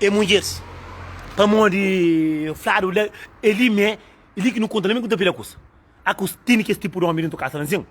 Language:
Kabuverdianu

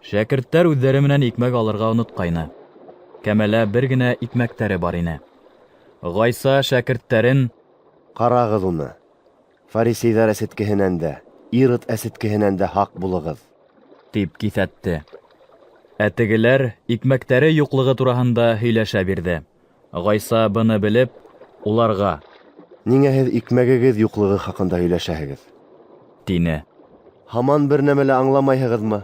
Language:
Bashkir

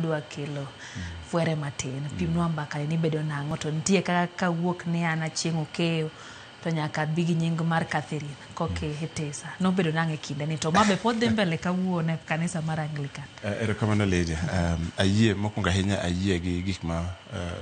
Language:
Luo (Kenya and Tanzania)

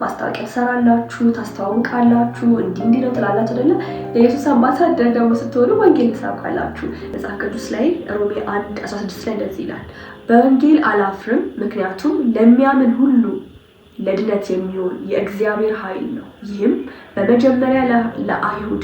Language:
Amharic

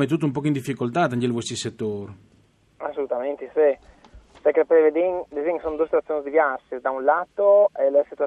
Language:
Friulian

